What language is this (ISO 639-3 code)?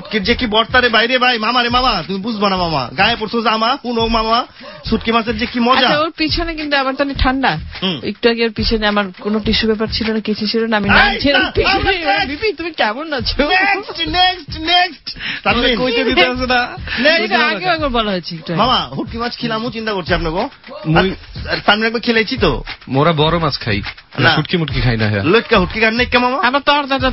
ben